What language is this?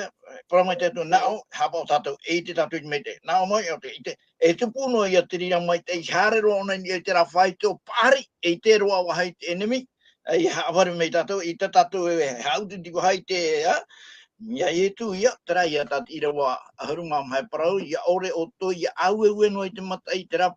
Tahitian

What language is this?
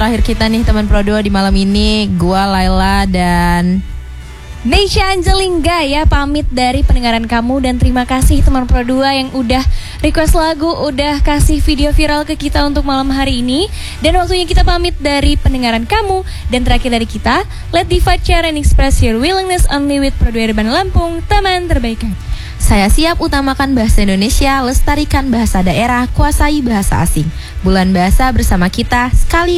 Indonesian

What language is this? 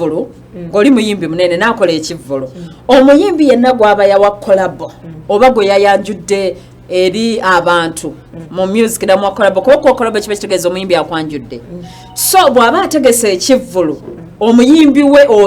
Ganda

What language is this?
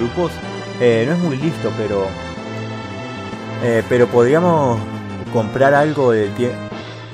Spanish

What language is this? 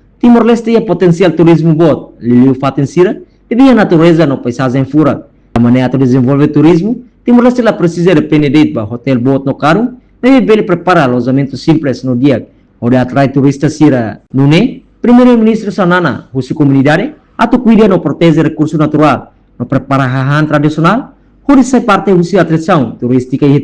Tetum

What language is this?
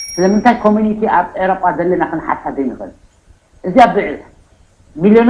Tigrinya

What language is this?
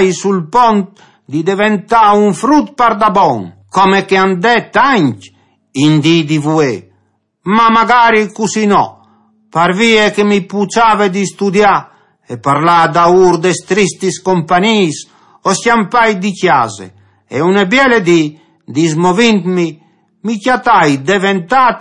Friulian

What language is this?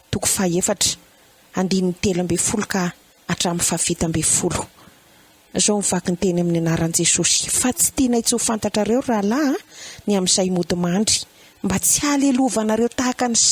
Malagasy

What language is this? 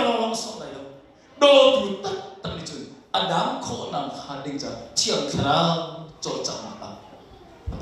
Hakha Chin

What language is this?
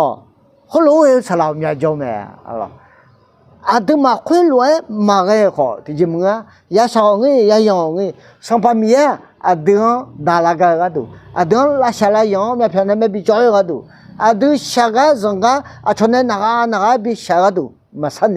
Akha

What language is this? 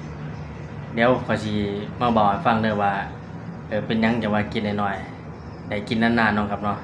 Northeastern Thai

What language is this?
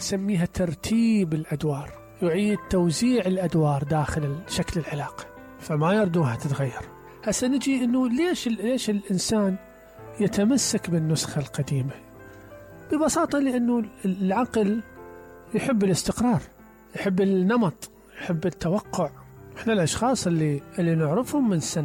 Mesopotamian Arabic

